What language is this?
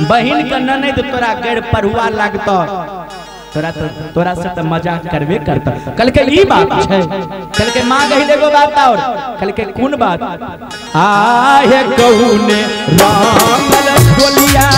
Maithili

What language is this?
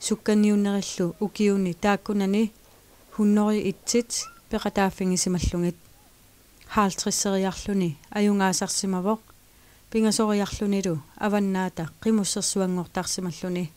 Kalaallisut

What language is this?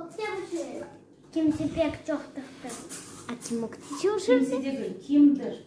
Crimean Tatar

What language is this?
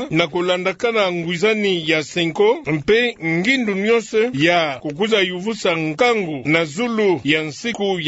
Kituba (Democratic Republic of Congo)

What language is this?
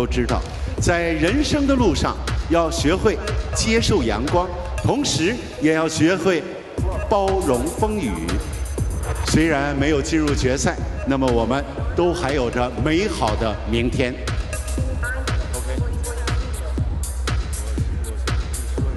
Chinese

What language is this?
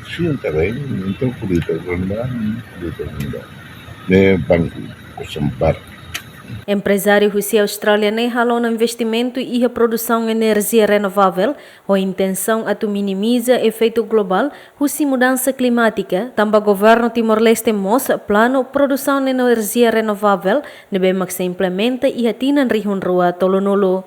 Tetum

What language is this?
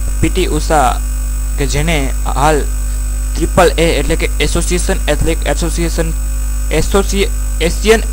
Gujarati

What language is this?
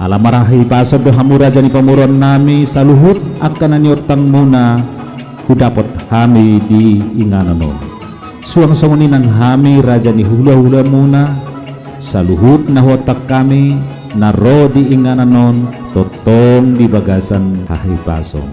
Batak Toba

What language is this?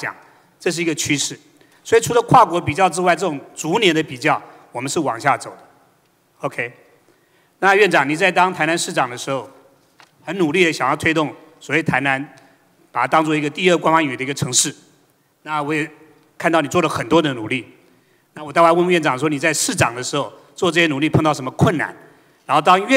Chinese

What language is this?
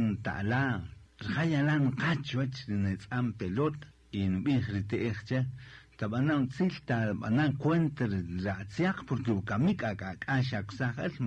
Kaqchikel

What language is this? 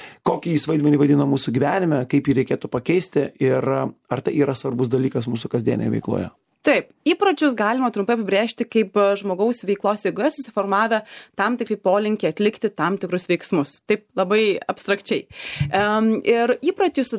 Lithuanian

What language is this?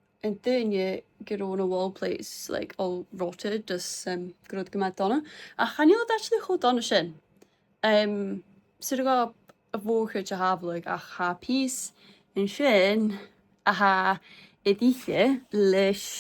Scottish Gaelic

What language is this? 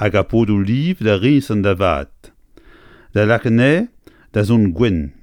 Breton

